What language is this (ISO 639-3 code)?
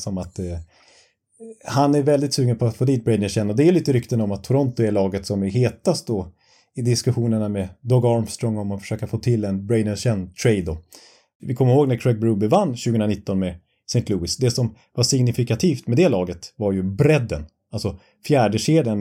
swe